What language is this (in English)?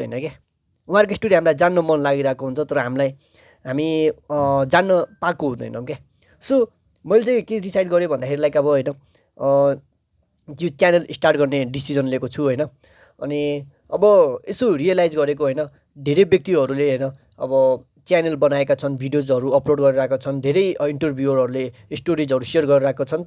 Nepali